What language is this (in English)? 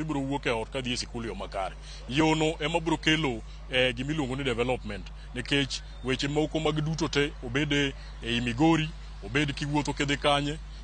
Luo (Kenya and Tanzania)